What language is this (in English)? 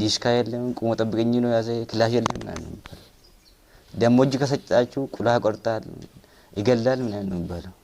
Amharic